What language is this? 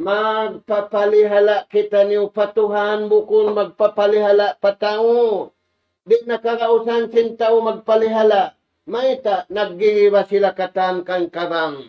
Tausug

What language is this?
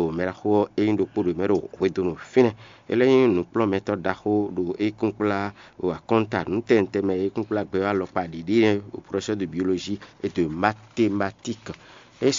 Fon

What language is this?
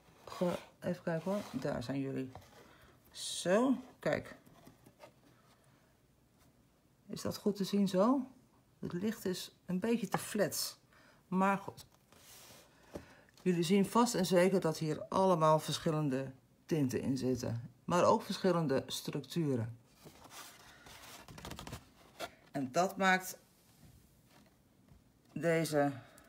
Dutch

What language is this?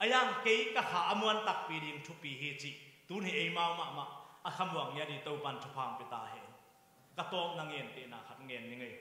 Tedim Chin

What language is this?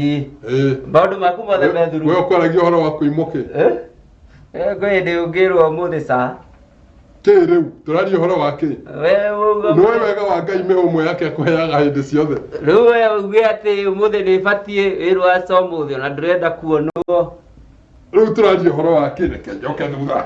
Kikuyu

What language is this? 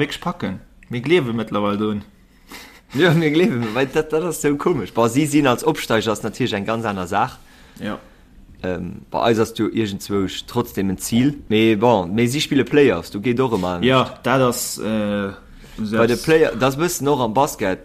Luxembourgish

